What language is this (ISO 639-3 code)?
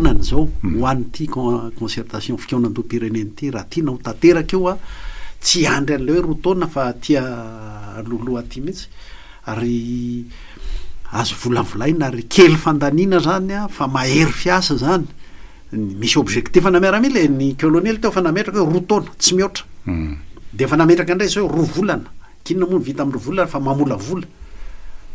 mlg